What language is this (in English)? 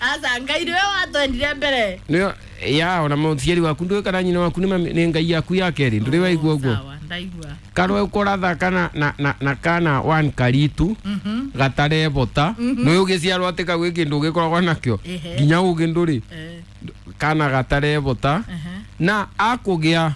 Kikuyu